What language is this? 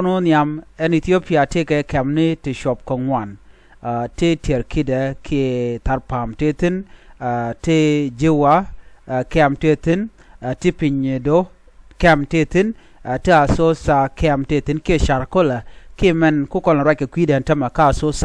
Nuer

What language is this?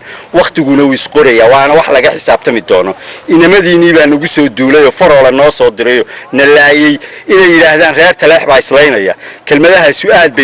Somali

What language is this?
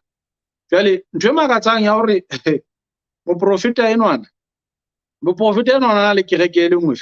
Southern Sotho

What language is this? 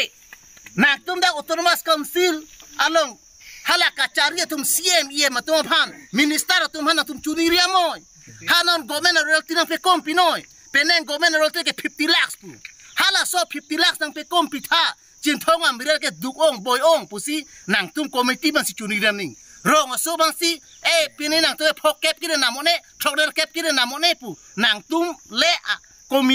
Karbi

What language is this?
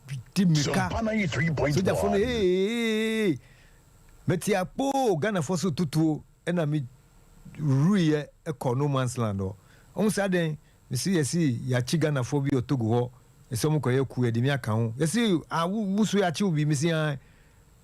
Akan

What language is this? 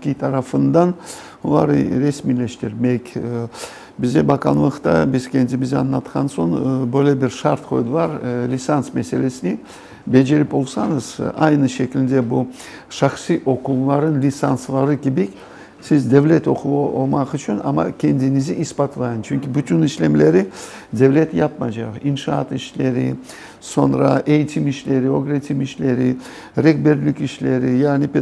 Crimean Tatar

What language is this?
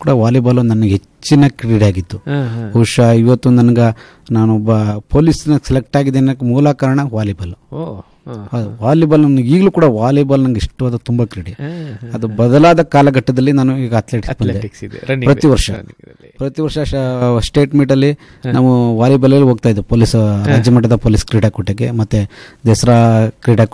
Kannada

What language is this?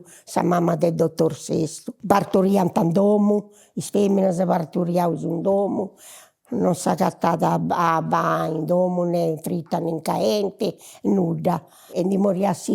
Sardinian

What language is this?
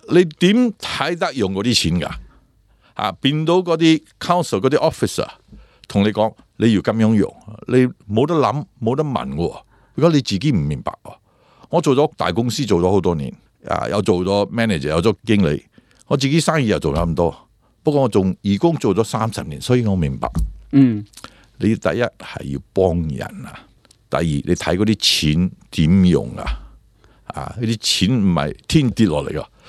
Cantonese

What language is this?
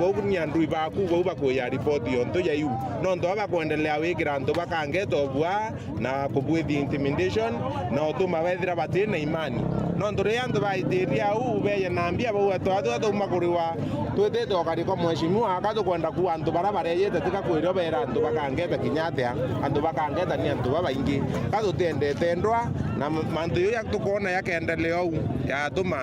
Meru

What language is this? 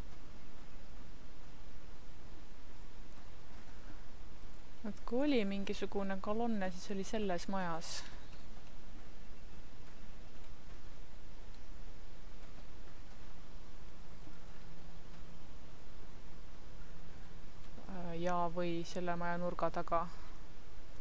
Estonian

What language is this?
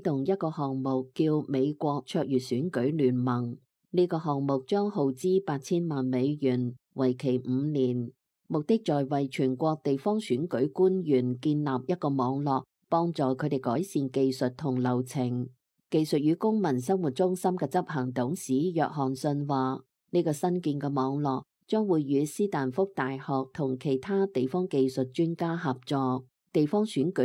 Cantonese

